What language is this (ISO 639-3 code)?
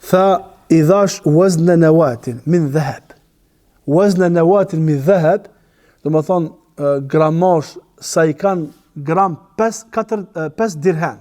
sqi